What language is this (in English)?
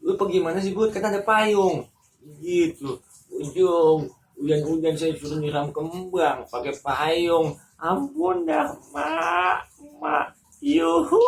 Betawi